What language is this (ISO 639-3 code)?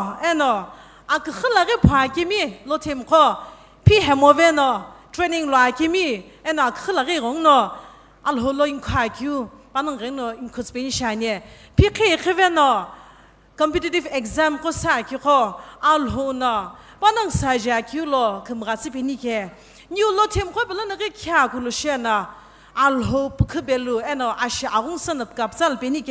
nsm